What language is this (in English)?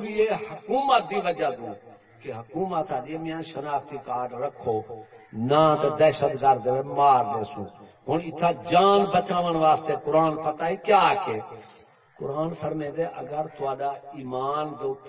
Saraiki